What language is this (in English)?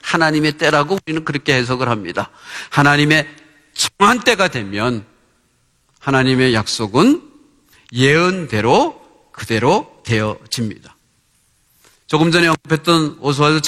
Korean